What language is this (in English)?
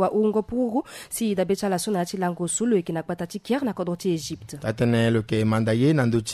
Sango